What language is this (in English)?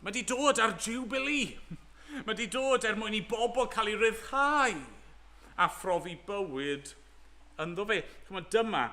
Welsh